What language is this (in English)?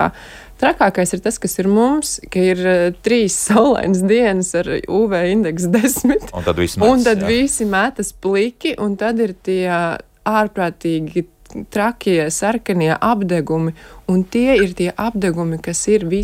Latvian